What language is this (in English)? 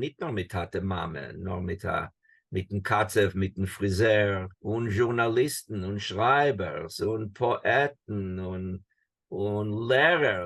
Yiddish